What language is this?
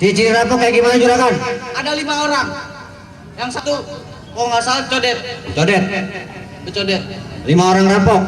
Betawi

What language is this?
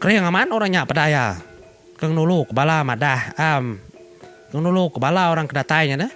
Iban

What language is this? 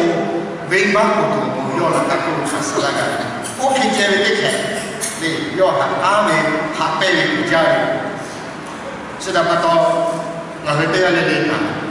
Lahu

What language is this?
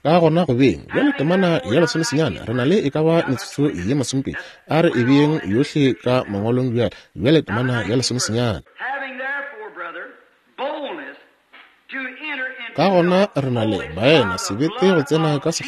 Northern Sotho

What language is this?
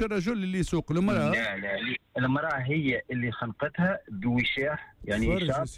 Tunisian Arabic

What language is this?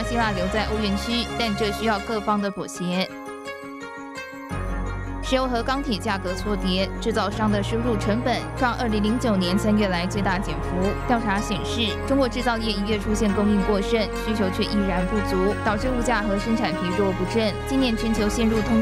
Chinese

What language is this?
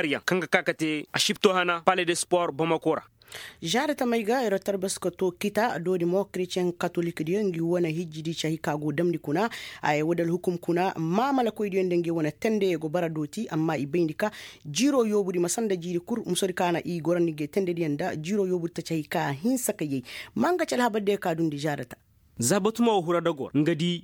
Koyraboro Senni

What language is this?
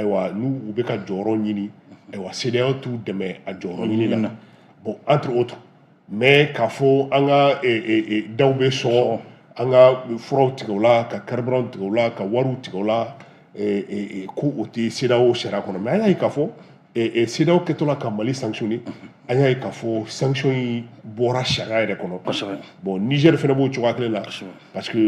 Bambara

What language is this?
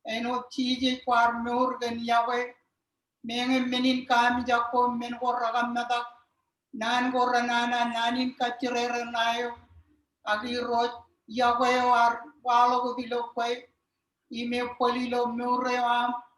Marshallese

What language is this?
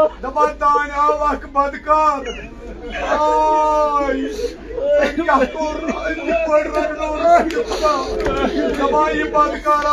Kashmiri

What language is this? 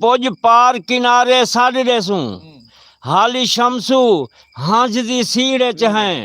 Saraiki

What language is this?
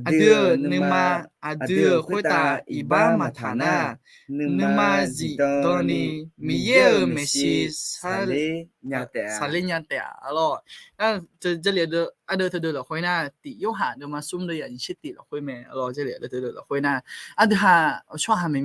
Akha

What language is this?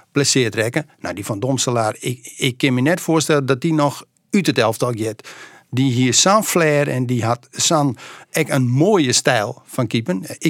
Western Frisian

